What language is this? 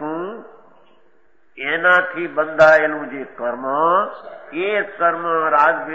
Gujarati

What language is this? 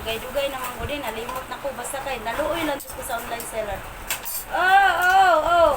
Cebuano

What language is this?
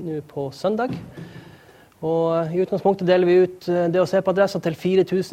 Norwegian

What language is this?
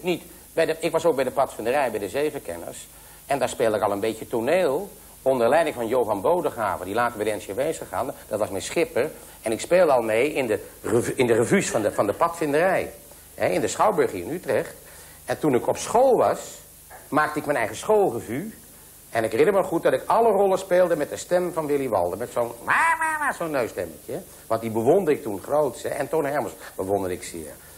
Dutch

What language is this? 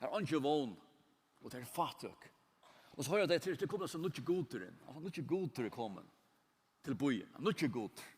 Faroese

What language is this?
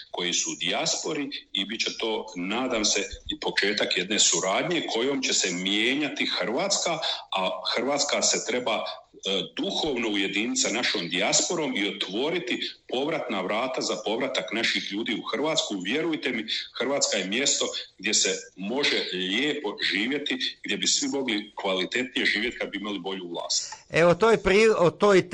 Croatian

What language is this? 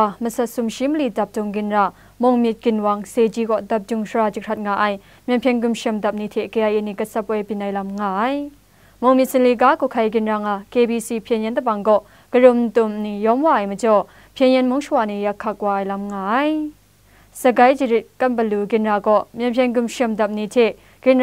Kachin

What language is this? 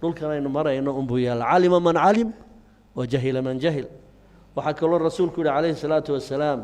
Somali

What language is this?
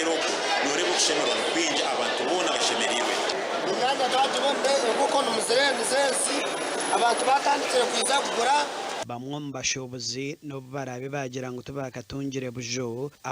Nyankole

